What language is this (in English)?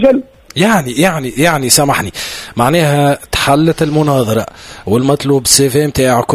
Tunisian Arabic